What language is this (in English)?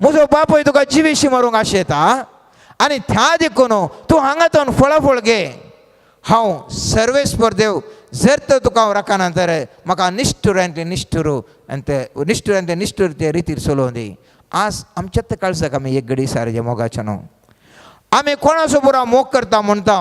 Konkani